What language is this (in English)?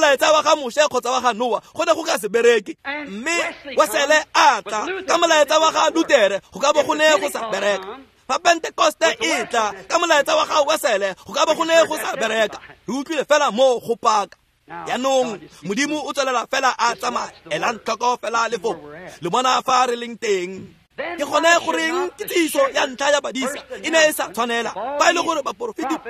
Tswana